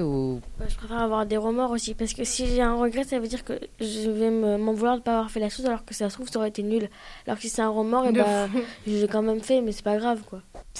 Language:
French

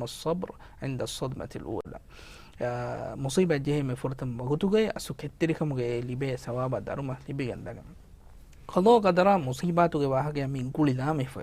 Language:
Divehi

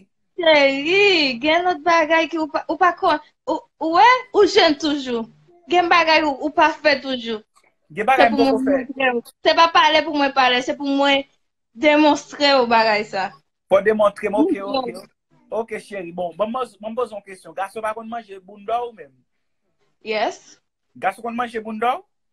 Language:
Haitian Creole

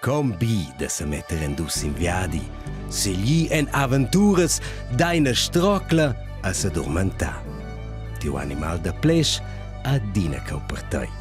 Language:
Romansh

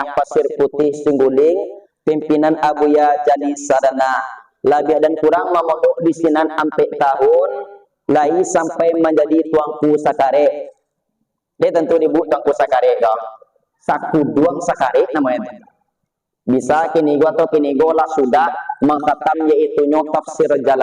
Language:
Minangkabau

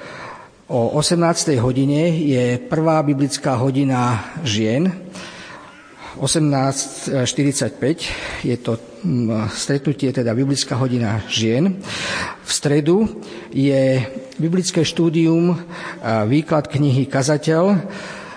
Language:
Slovak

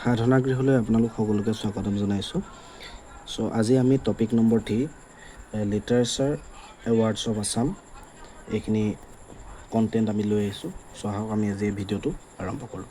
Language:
Assamese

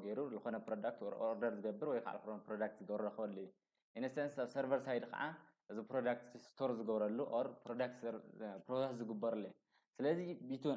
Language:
Tigrinya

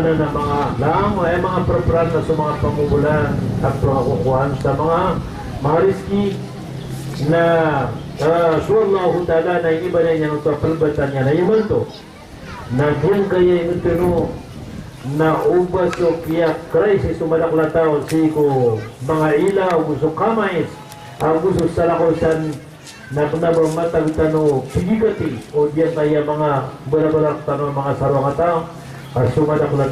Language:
Maranao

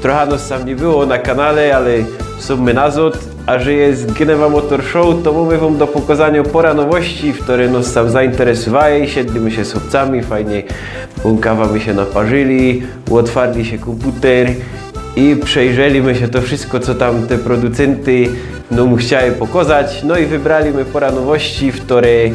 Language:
Silesian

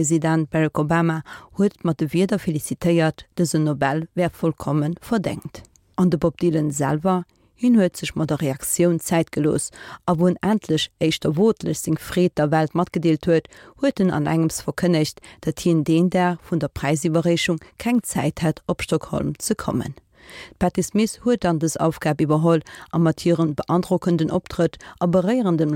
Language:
Luxembourgish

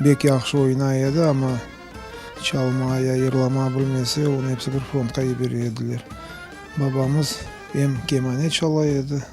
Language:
Crimean Tatar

